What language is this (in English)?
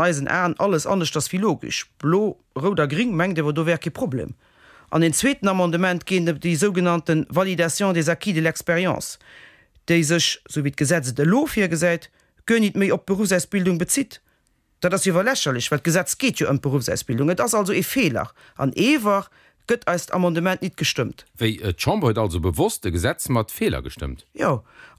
Luxembourgish